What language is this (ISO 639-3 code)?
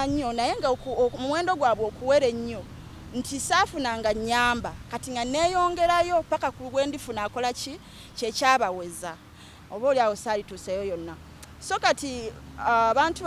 lug